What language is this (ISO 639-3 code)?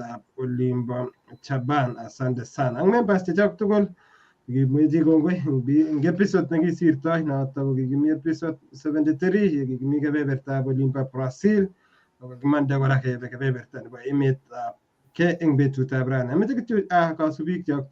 kln